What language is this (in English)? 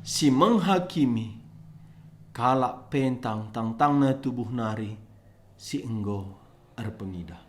Batak Karo